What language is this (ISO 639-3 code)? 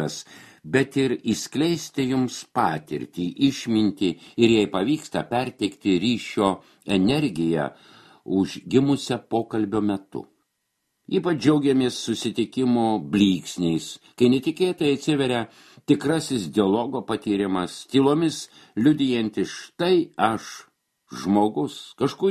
lit